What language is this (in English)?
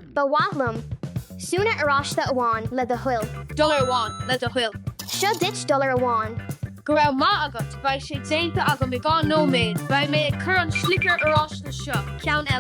Irish